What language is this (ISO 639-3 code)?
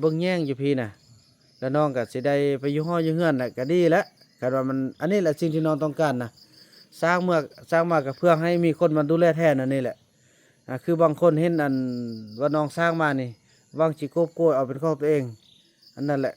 lao